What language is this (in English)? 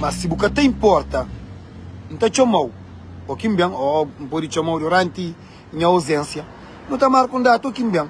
Kabuverdianu